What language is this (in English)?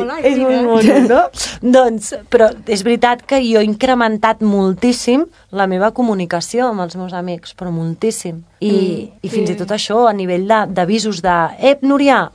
Catalan